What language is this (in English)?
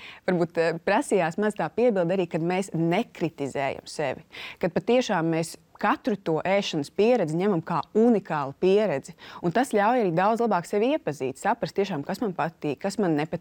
Latvian